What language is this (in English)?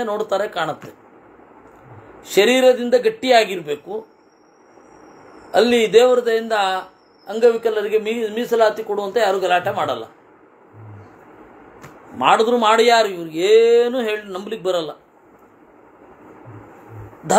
Kannada